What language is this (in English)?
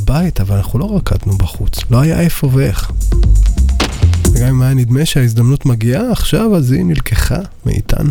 Hebrew